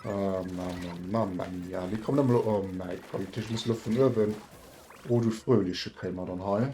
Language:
Luxembourgish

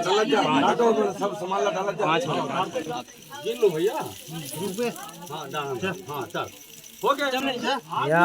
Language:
Chhattisgarhi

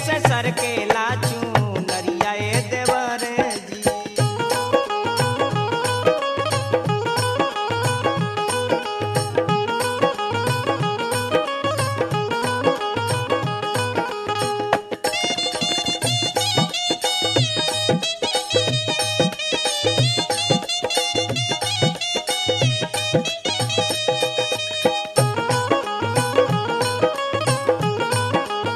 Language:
Bhojpuri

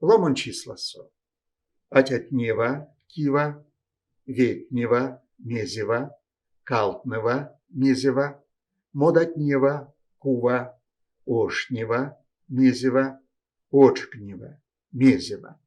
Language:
Erzya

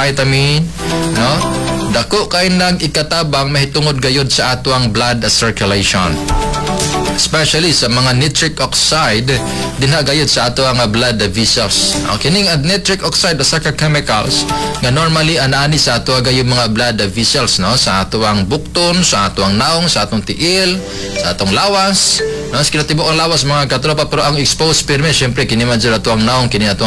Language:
Cebuano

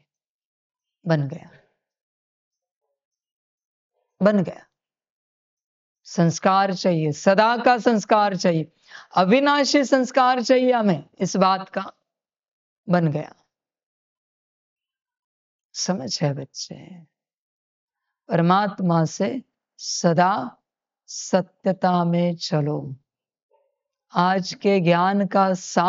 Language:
Hindi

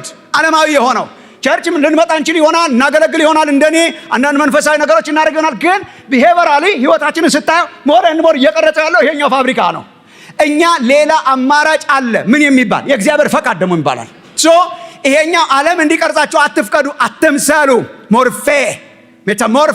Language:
Amharic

